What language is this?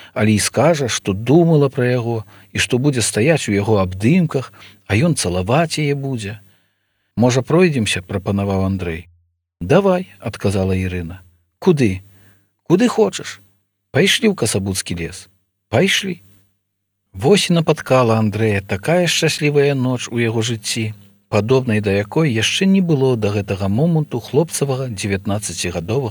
Belarusian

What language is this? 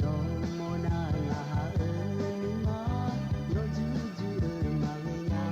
Akha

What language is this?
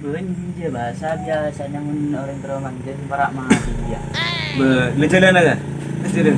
Madurese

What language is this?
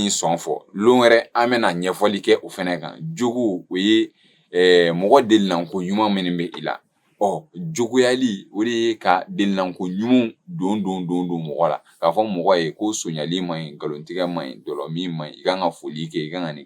Bambara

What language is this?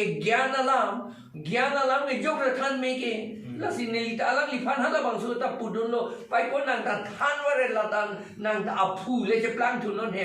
Karbi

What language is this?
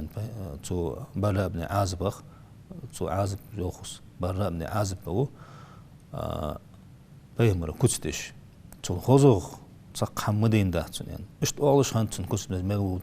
Ingush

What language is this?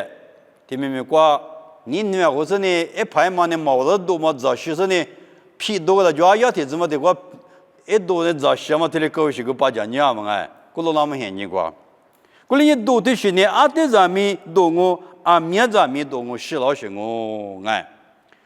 Lisu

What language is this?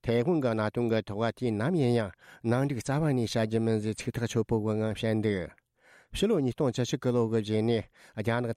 Tibetan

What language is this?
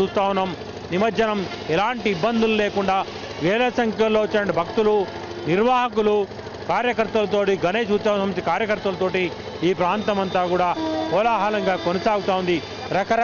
Telugu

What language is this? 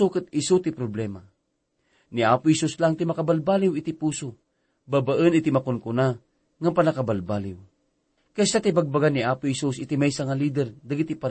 Iloko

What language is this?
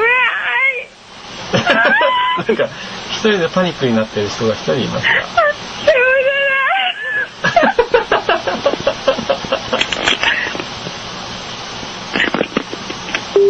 Japanese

